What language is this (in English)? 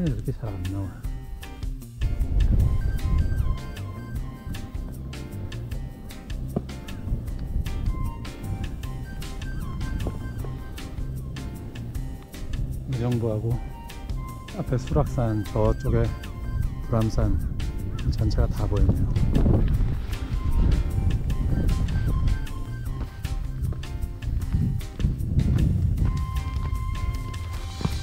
Korean